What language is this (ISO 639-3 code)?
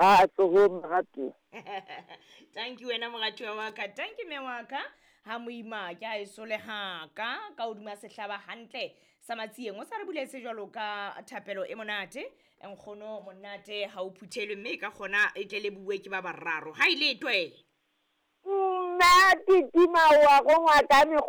sot